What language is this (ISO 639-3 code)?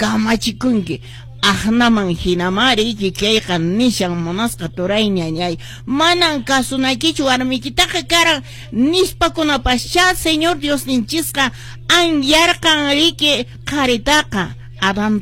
que